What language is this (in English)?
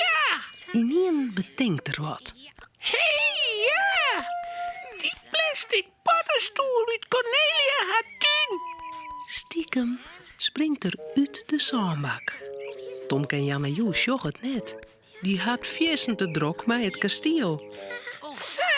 Western Frisian